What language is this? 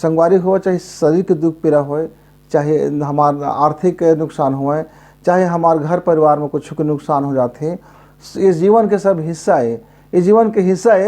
Chhattisgarhi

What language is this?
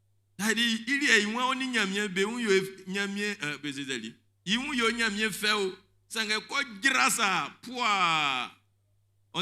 Baoulé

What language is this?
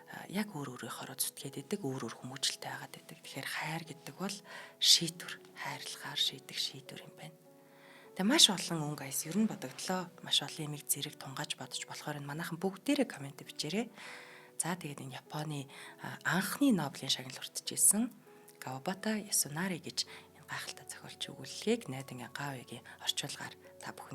Mongolian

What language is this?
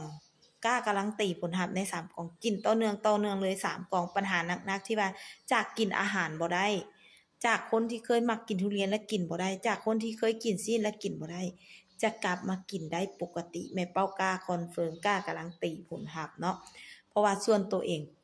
Lao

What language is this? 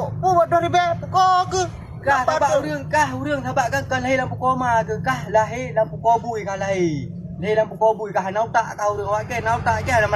Achinese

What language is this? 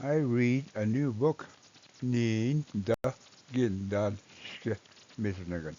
Ojibwa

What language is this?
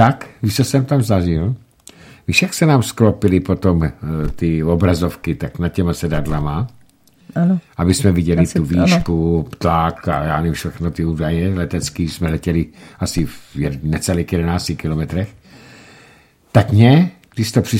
Czech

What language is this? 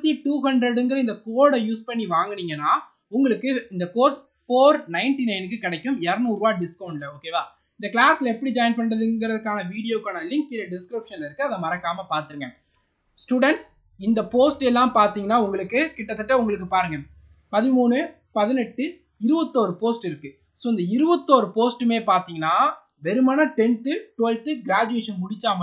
Tamil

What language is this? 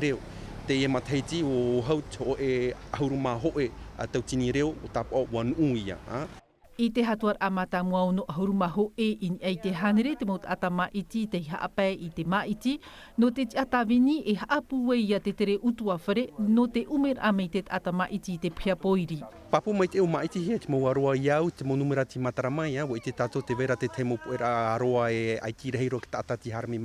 Tahitian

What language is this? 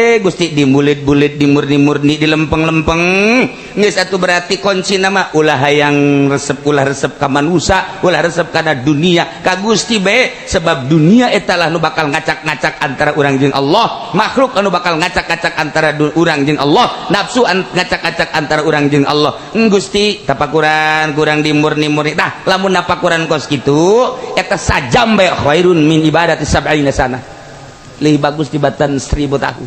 Sundanese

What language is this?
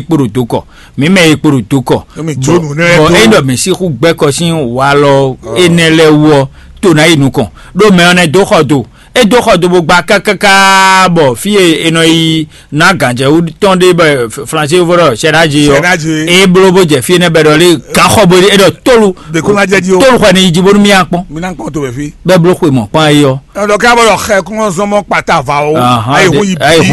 Fon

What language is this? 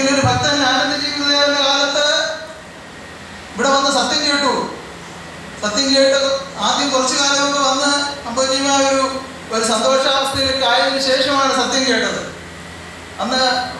Malayalam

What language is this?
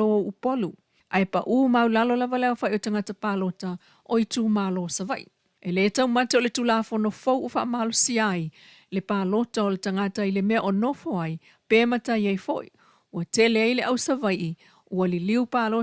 Samoan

